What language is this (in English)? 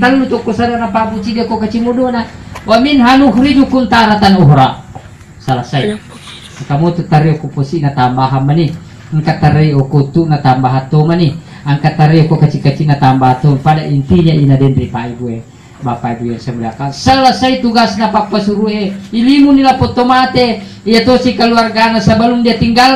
Buginese